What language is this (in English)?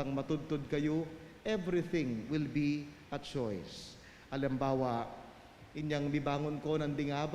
Pampanga